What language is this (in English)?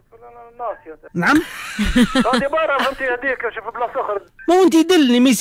Tunisian Arabic